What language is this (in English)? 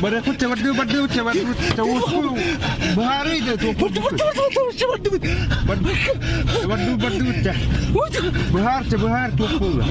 Yakut